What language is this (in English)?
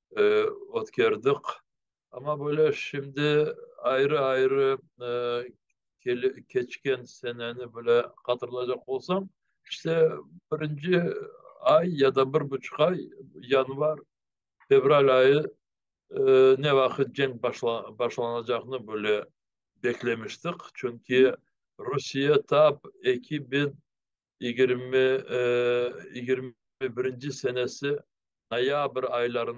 Crimean Tatar